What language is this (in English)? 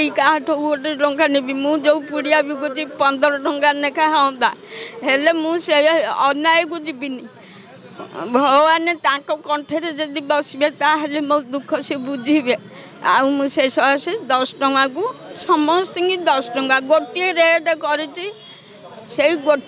Odia